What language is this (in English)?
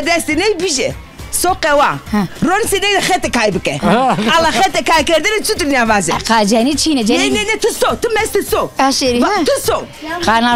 Zaza